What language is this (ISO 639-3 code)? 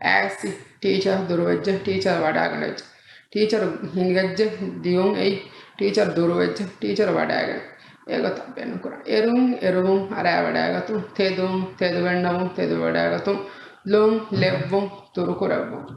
div